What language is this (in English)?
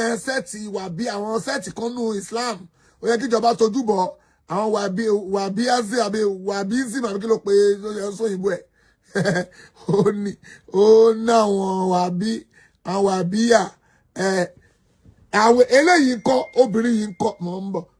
Yoruba